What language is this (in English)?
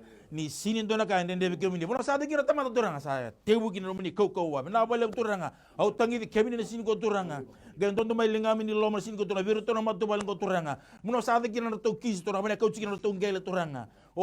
Fijian